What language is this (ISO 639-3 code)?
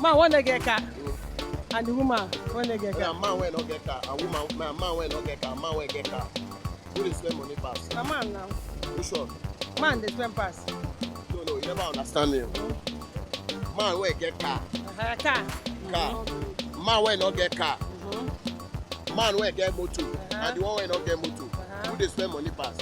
pcm